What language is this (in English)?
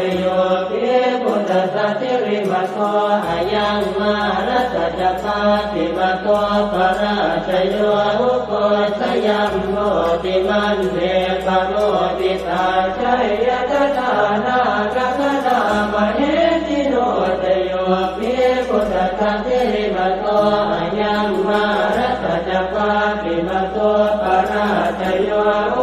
Pali